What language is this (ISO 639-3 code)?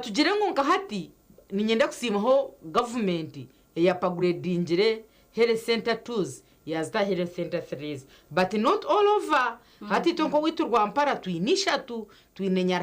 nyn